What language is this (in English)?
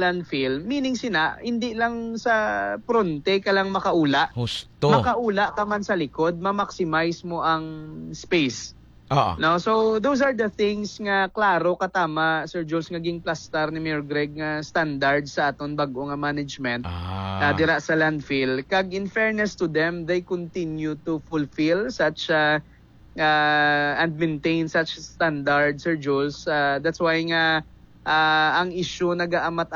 Hiligaynon